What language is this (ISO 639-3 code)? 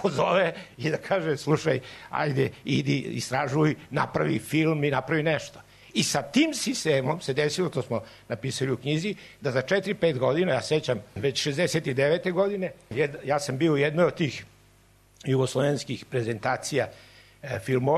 srp